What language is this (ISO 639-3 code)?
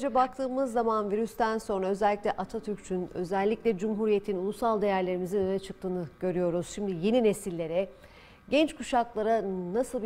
tur